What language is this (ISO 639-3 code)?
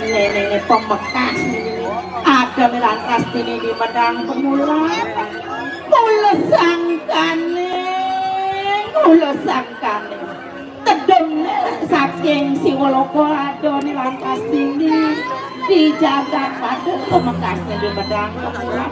ban